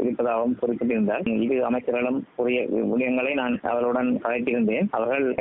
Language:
Tamil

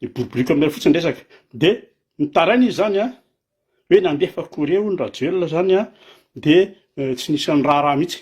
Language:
Malagasy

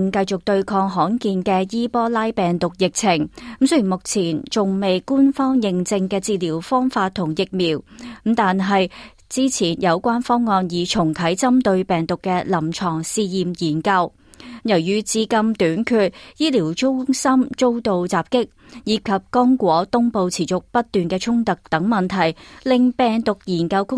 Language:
Cantonese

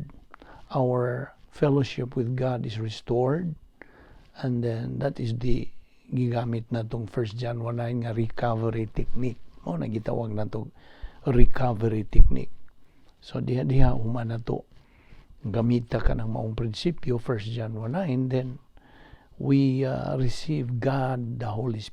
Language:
Cebuano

